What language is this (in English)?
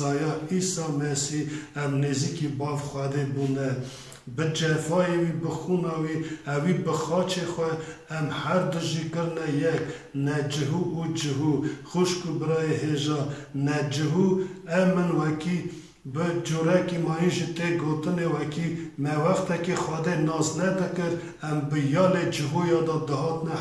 Kurdish